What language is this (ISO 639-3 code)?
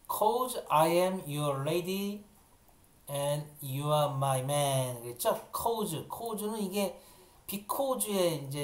kor